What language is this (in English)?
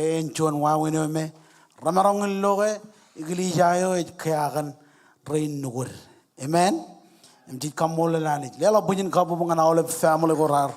Marshallese